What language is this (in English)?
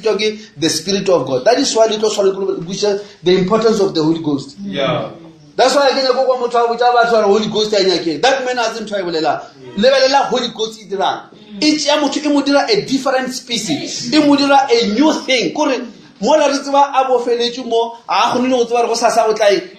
Northern Sotho